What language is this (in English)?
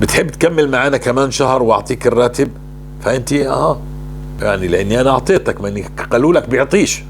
North Levantine Arabic